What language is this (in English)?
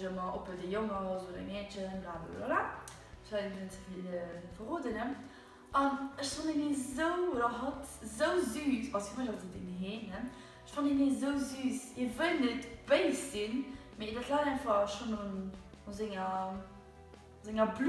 Luxembourgish